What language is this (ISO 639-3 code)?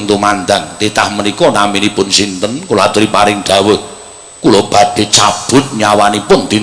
jav